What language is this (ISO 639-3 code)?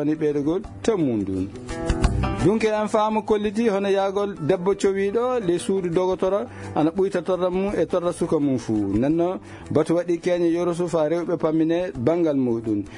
ful